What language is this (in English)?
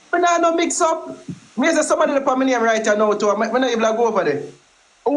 Jamaican Creole English